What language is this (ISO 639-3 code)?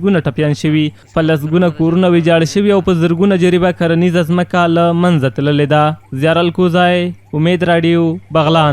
pus